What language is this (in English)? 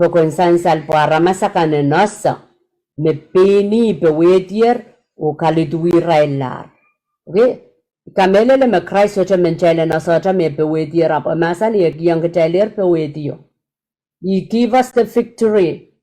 Pohnpeian